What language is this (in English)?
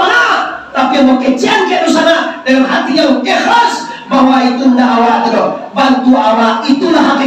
Minangkabau